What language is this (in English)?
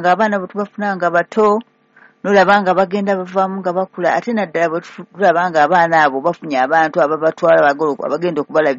Ganda